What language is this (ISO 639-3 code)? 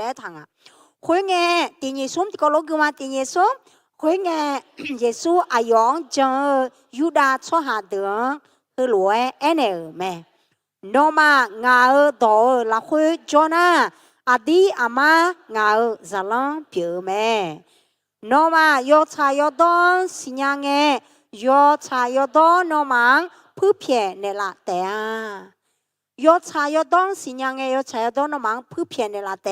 ahk